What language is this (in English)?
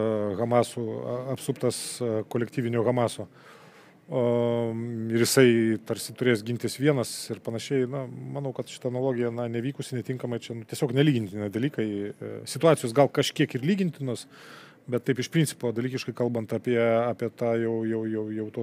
Lithuanian